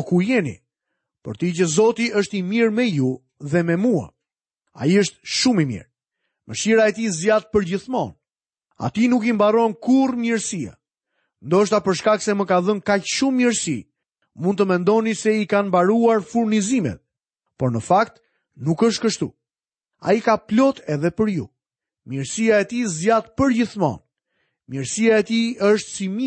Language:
Albanian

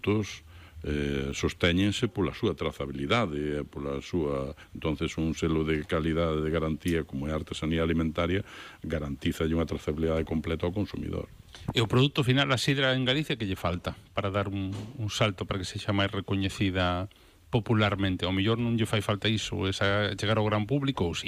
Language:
Galician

